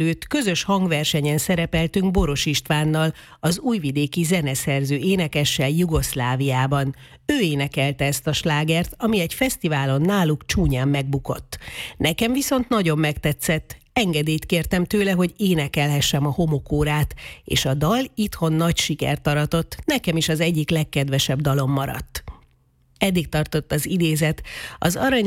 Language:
Hungarian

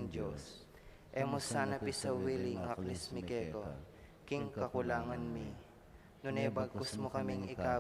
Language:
Pampanga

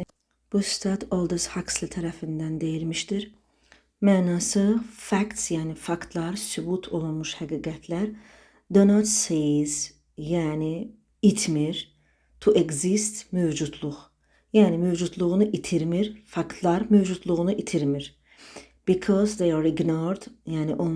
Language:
Azerbaijani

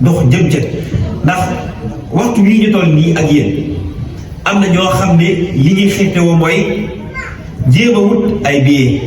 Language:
Wolof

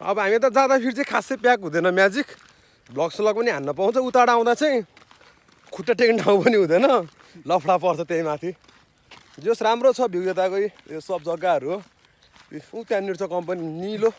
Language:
Nepali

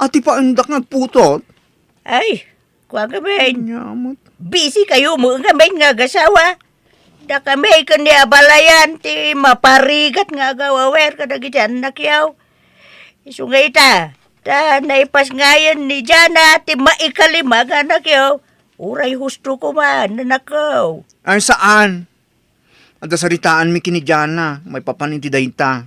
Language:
Iloko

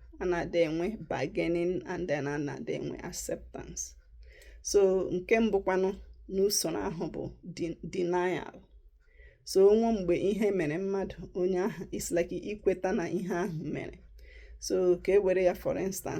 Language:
Igbo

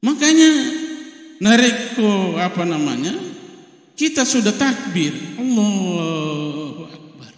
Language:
Buginese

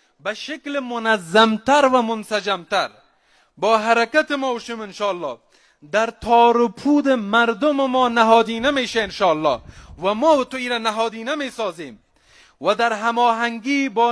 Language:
Persian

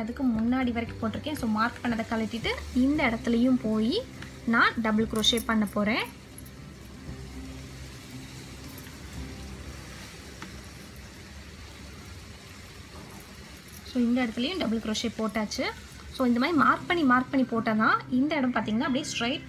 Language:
Tamil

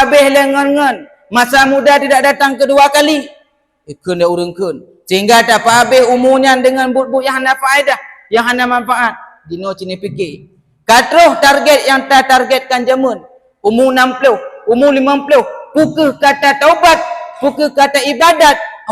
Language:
Achinese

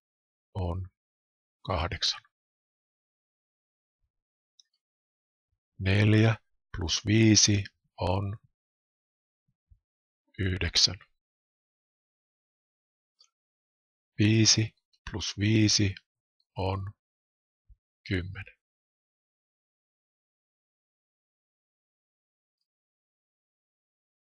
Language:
Finnish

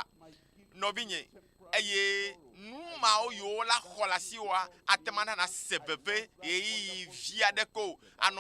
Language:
Ewe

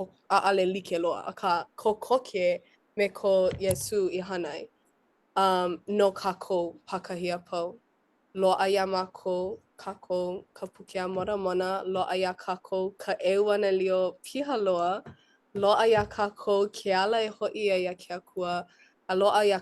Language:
Hawaiian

